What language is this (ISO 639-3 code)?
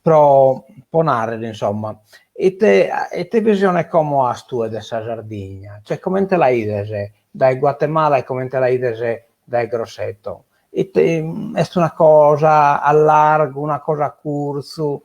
srd